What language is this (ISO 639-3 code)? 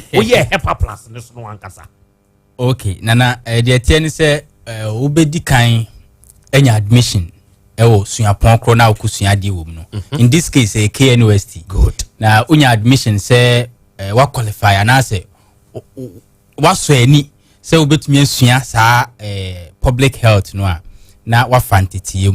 aka